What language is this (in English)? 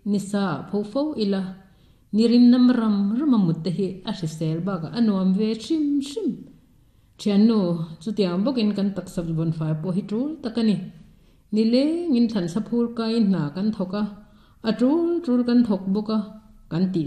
Mizo